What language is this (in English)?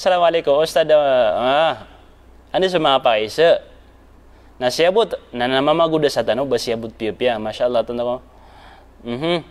Maranao